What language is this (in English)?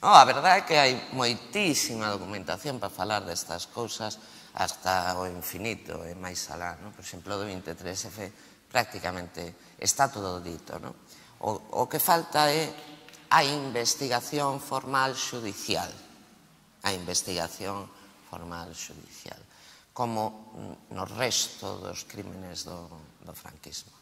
Galician